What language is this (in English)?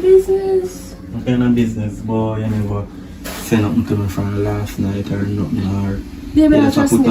Jamaican Creole English